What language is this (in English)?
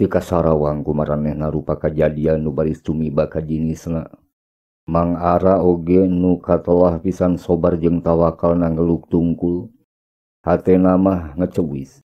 Sundanese